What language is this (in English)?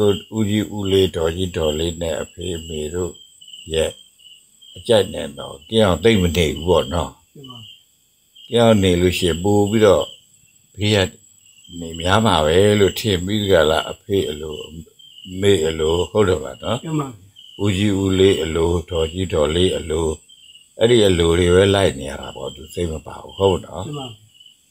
Burmese